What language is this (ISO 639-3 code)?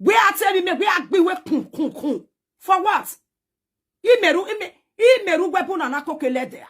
pcm